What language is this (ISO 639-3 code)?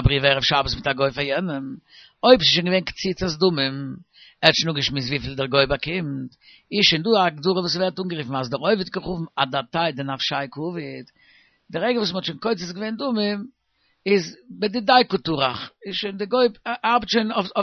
yid